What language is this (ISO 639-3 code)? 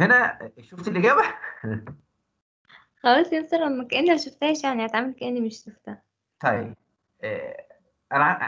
arz